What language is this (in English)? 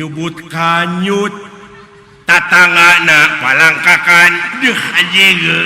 Sundanese